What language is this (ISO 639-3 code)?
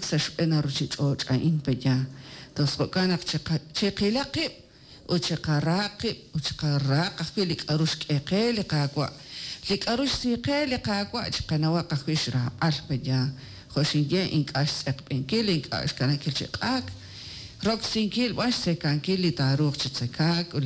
kek